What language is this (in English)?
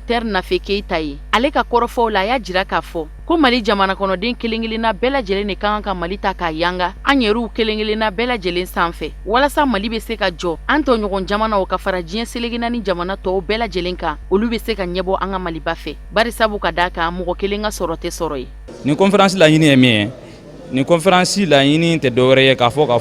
Bambara